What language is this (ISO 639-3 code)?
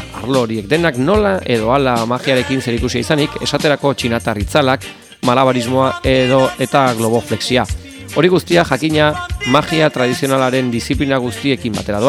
eus